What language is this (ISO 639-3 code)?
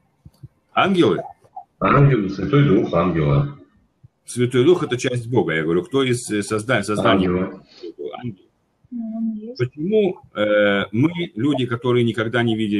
rus